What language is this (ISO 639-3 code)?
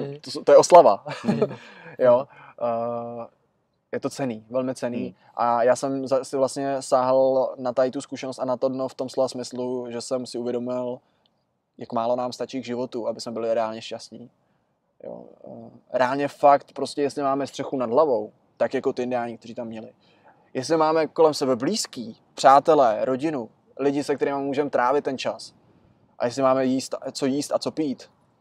ces